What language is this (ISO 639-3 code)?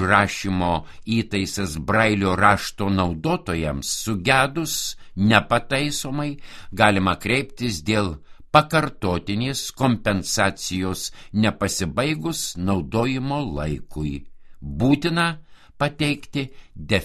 lit